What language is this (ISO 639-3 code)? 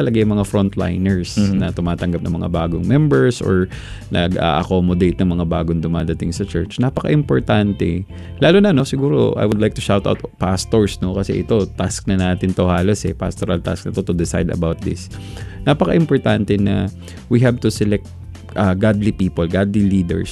fil